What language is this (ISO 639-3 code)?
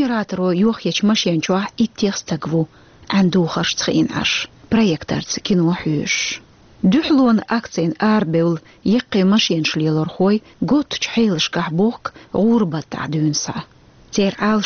che